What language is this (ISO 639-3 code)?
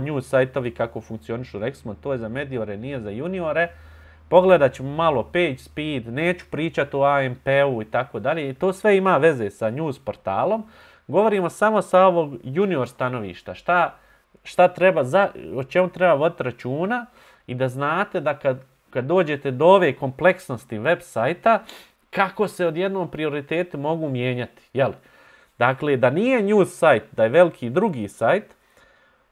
bos